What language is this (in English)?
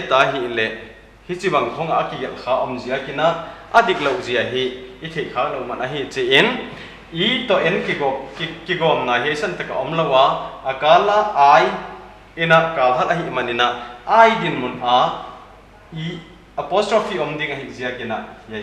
Paite Chin